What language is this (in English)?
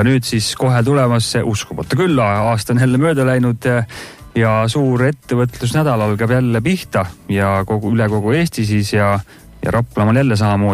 Estonian